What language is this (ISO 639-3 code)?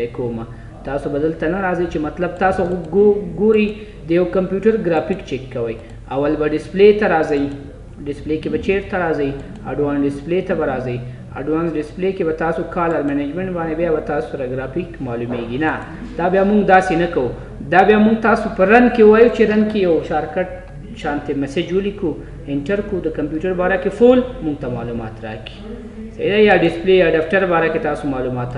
pus